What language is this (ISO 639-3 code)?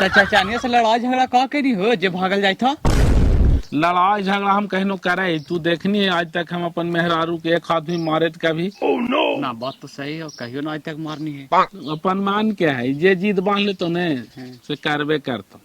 mag